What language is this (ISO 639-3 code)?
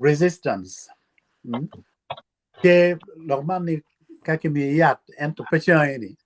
ach